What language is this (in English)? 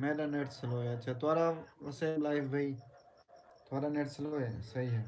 Saraiki